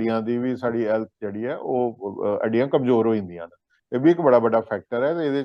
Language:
Dogri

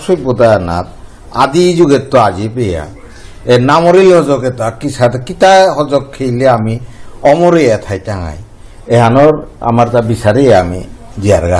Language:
Bishnupriya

